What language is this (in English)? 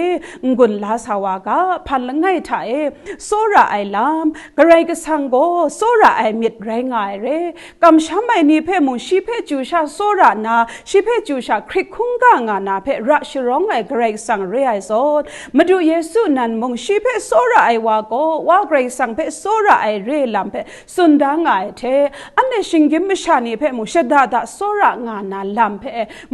Kachin